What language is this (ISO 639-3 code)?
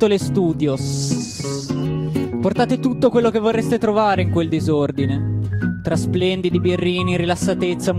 ita